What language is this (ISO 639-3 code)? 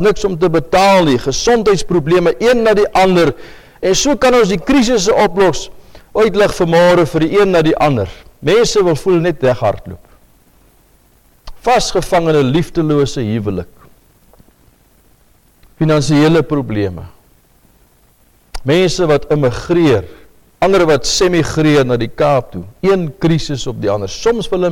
afr